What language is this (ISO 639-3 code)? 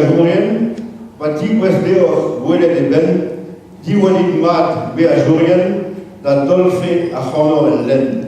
bre